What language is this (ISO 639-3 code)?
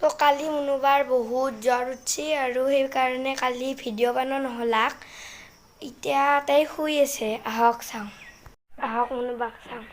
asm